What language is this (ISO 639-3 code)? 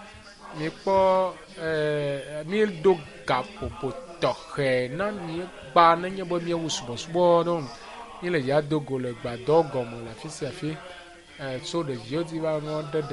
ewe